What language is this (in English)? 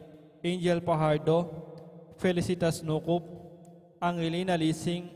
Pampanga